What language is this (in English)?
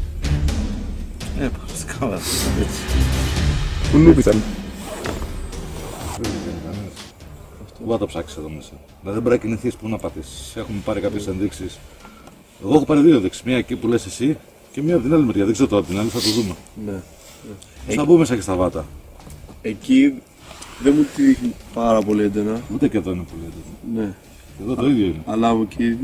Greek